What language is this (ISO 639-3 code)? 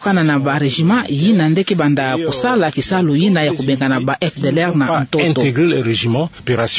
ktu